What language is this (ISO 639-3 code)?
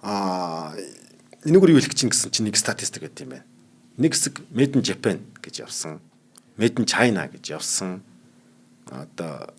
mon